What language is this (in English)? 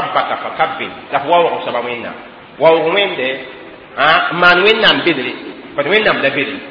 Mossi